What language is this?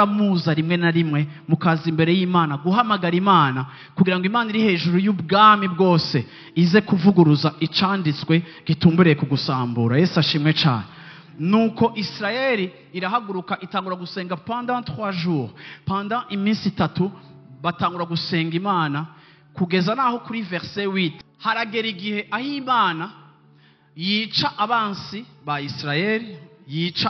Rundi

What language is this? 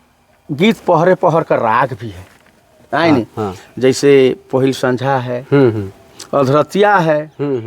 Sadri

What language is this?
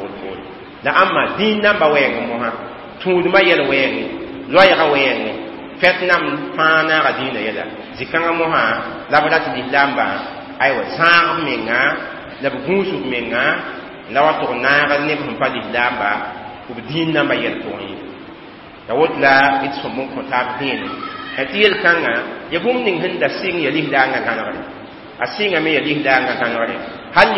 Mossi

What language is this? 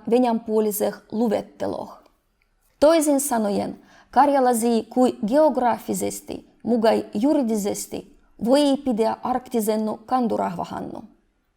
Livvi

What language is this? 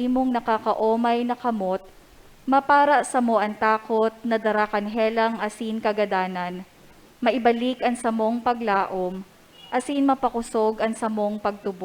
Bikol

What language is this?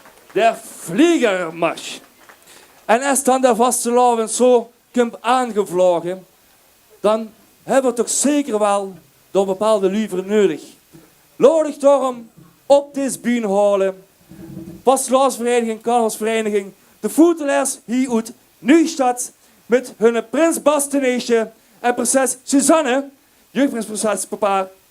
Limburgish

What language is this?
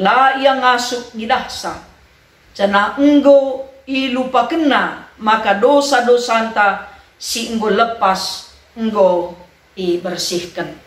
Batak Karo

